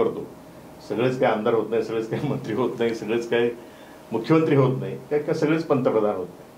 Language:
Marathi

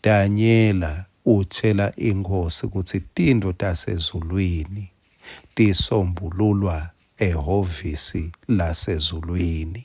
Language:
Swati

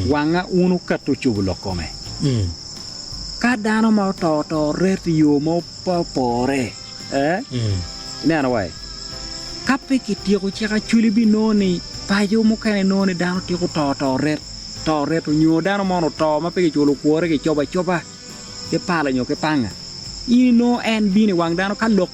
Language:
Acoli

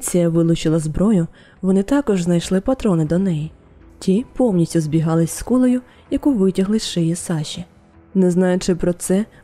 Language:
Ukrainian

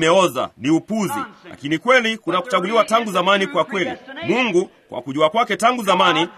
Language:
Swahili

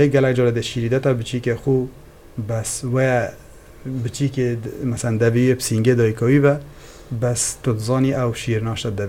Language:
Kurdish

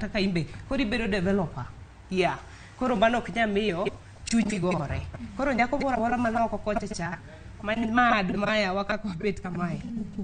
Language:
Luo (Kenya and Tanzania)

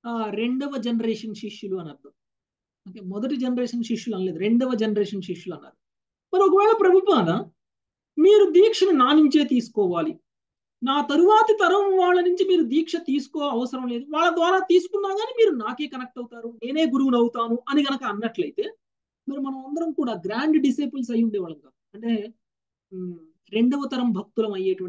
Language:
Telugu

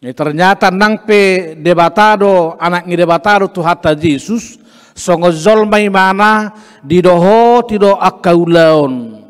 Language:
Batak Toba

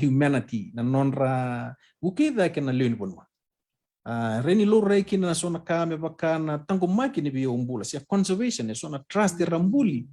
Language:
Fijian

